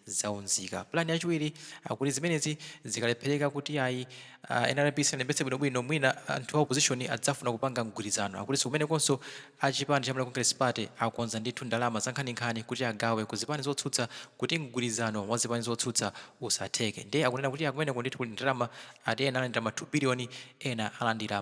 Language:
Nyanja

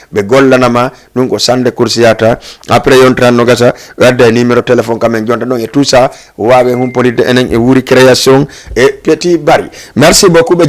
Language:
Fula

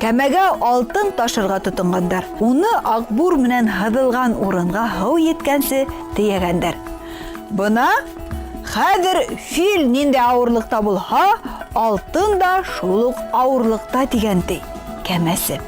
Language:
Bashkir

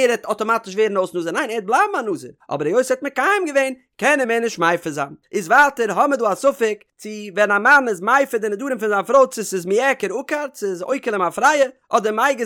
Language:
Yiddish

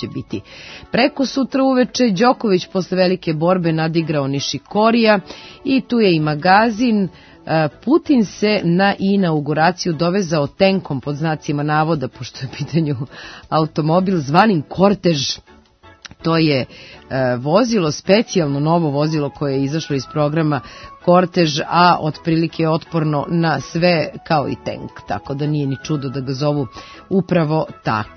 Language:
Serbian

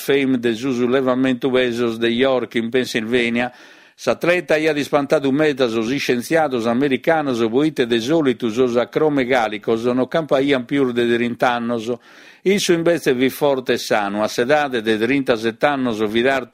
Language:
Sardinian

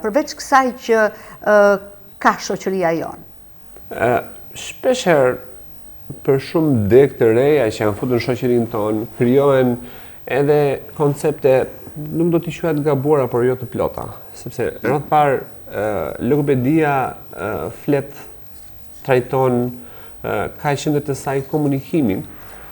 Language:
Albanian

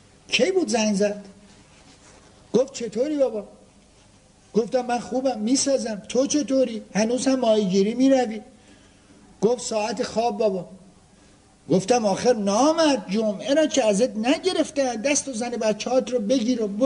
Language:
Persian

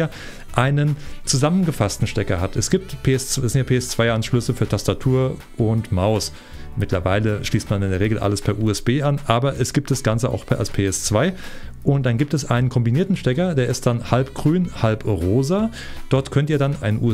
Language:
German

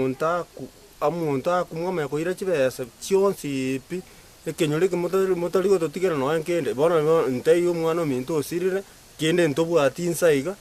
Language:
Gusii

